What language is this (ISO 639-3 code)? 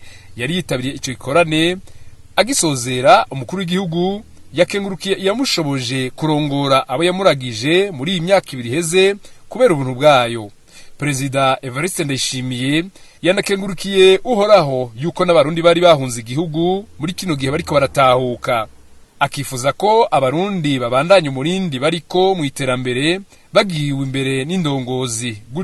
run